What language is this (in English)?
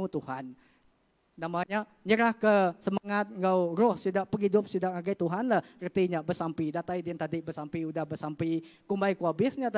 Iban